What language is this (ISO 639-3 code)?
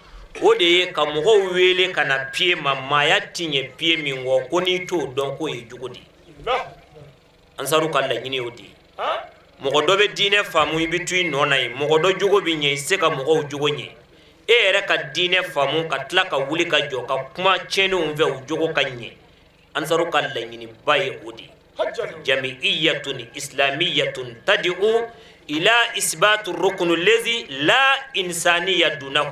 bam